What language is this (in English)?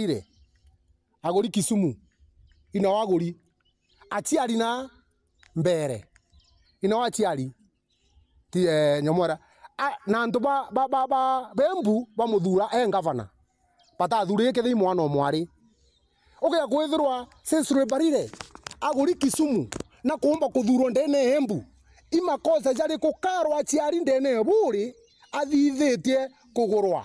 Meru